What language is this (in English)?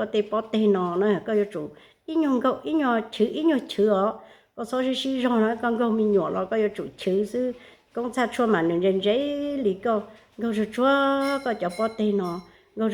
Hmong